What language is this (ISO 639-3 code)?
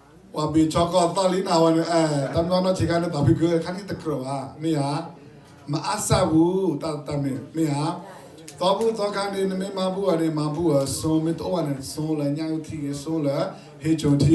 ksw